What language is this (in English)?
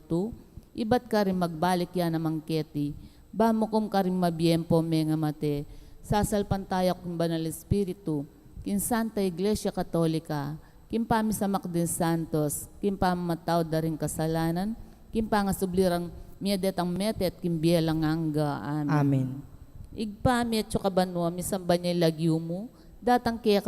Pampanga